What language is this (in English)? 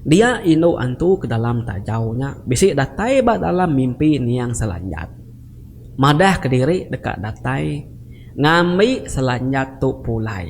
Iban